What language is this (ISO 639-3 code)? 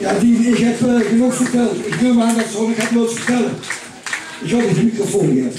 lim